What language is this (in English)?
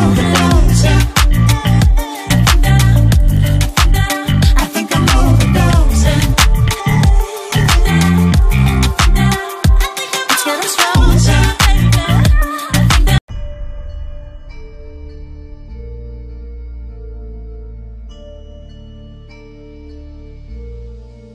English